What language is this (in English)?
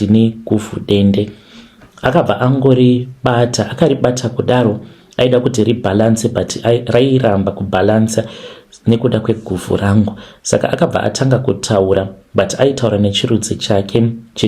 Shona